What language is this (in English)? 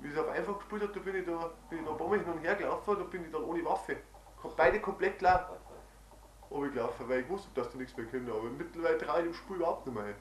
Bavarian